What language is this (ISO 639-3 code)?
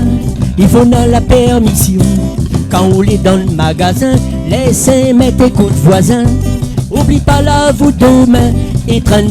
rcf